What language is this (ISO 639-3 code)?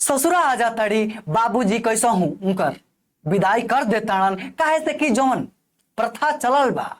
bho